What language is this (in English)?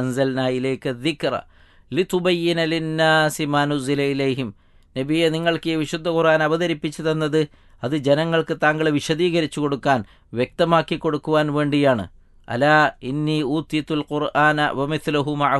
Malayalam